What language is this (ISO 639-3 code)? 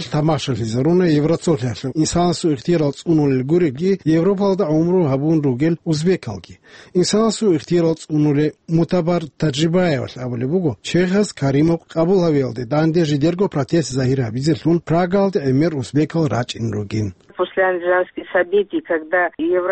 ava